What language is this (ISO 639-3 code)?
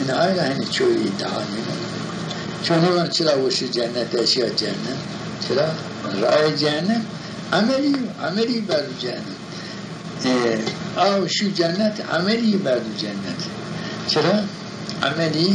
zza